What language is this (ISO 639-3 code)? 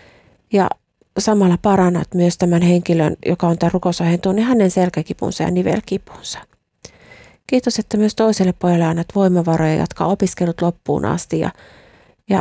fin